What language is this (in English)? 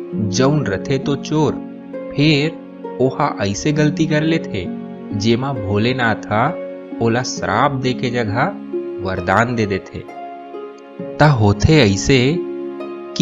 Chhattisgarhi